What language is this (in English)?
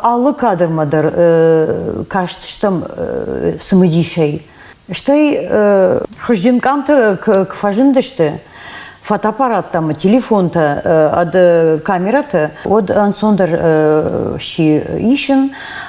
Ossetic